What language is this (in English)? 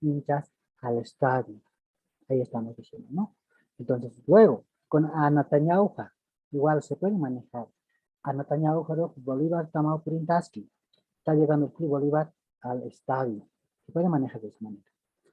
Aymara